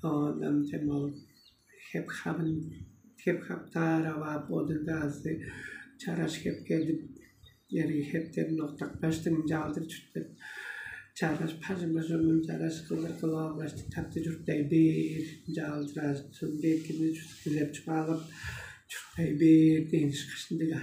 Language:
Tuvinian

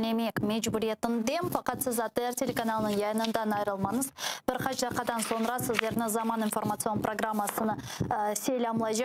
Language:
Crimean Tatar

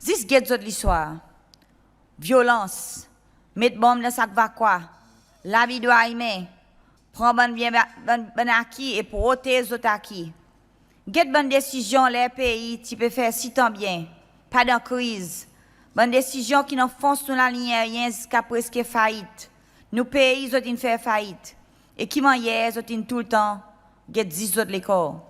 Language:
Seselwa Creole French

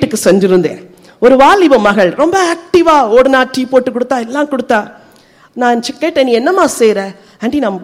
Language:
Tamil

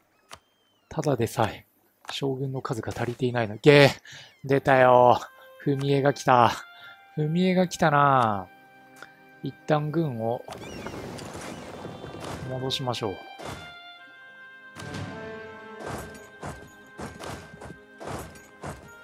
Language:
Japanese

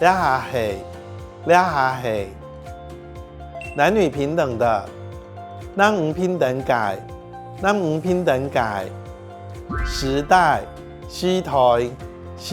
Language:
Hakka Chinese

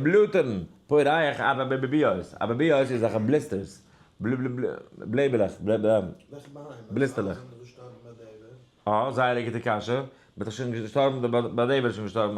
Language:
Yiddish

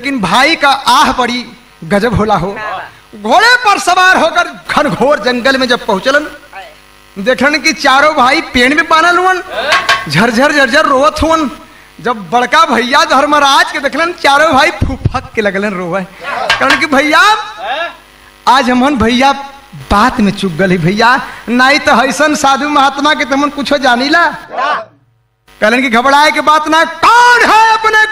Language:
Bhojpuri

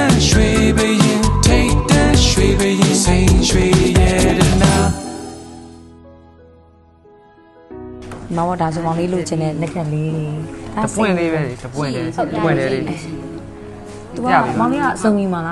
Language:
Burmese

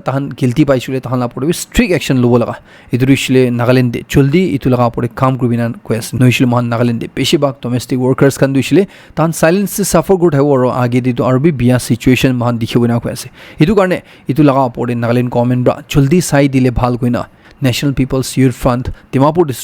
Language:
Naga Pidgin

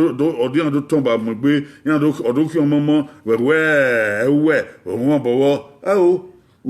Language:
Bini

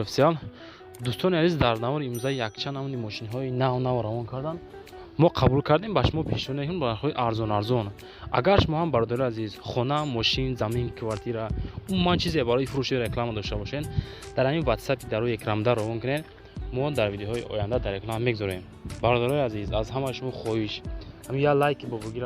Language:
Tajik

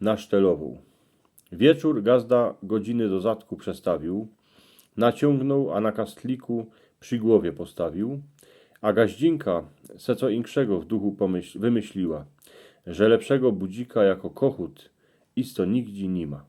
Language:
Silesian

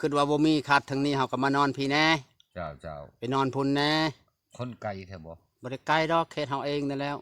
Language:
Lao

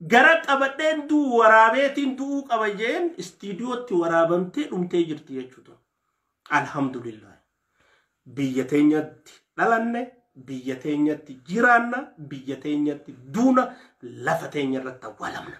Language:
Oromo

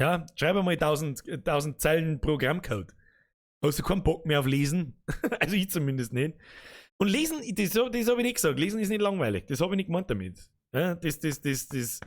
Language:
Bavarian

